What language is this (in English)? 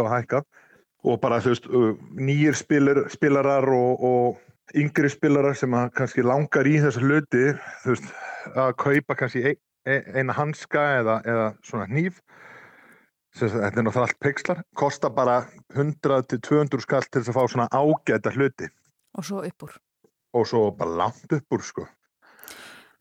Icelandic